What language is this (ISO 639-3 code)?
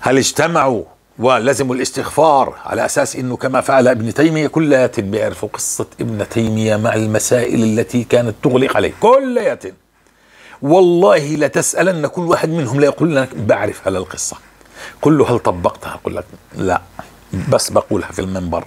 apc